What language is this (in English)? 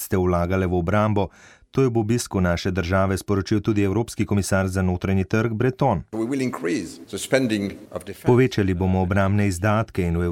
Slovenian